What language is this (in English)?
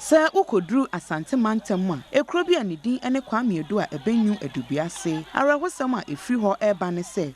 Akan